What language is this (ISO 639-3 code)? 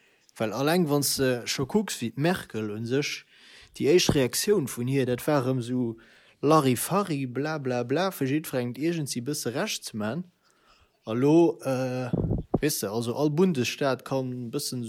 ltz